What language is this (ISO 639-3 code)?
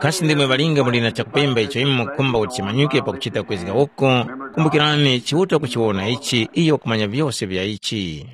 tum